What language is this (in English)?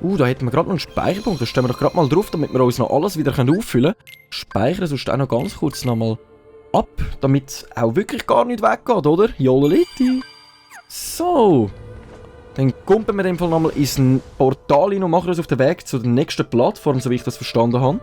Swiss German